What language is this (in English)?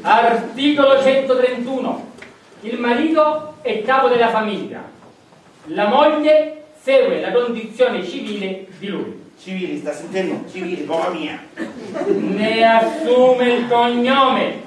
Sicilian